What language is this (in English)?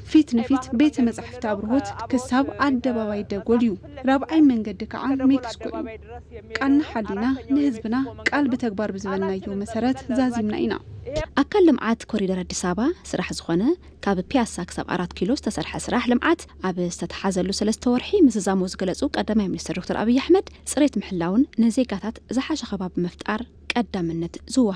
Tigrinya